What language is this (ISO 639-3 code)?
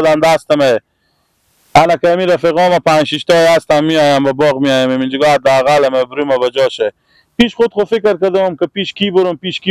fas